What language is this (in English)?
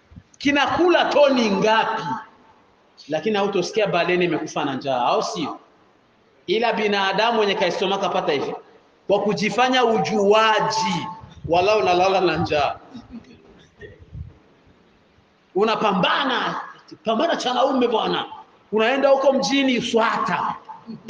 Swahili